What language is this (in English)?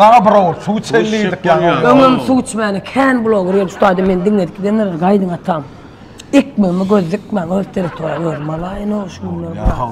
Turkmen